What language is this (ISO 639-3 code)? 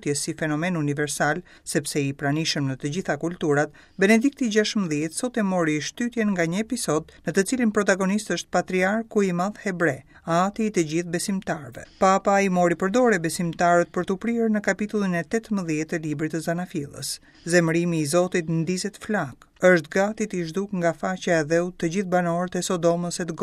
sqi